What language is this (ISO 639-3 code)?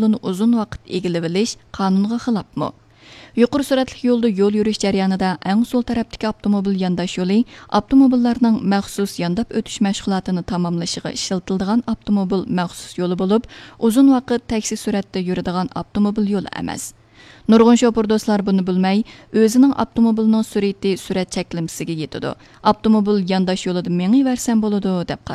uig